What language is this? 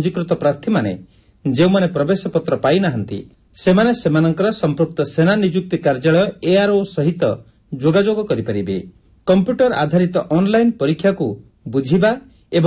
Odia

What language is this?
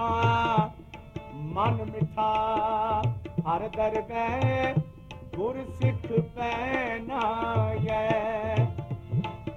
Punjabi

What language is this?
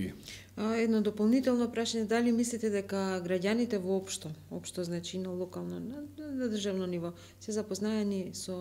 Macedonian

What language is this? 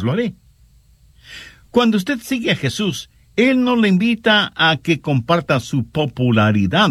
Spanish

